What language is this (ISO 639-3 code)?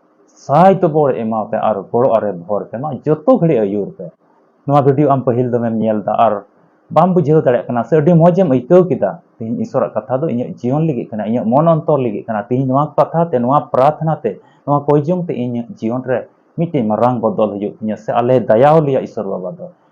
sat